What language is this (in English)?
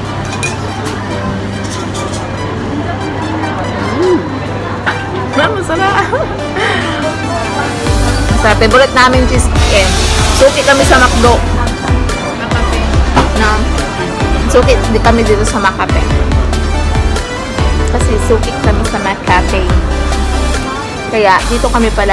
Filipino